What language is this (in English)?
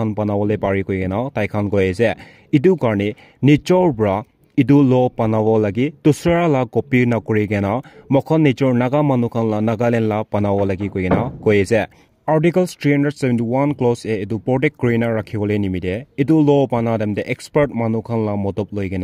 Naga Pidgin